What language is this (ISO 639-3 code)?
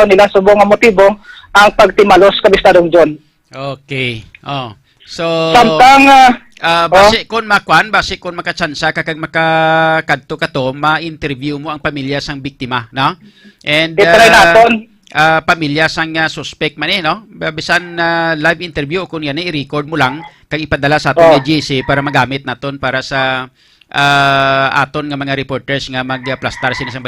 hil